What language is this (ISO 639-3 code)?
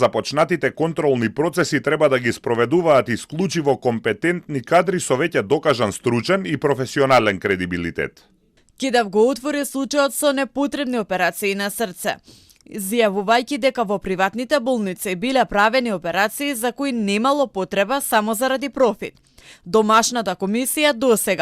mkd